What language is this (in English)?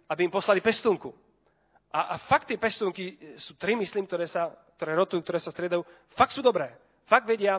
Slovak